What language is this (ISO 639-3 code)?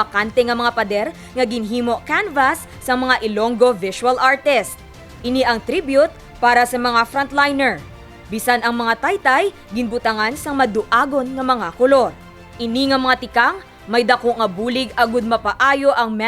hil